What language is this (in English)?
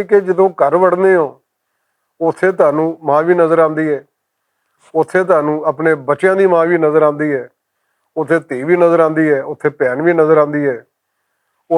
Western Panjabi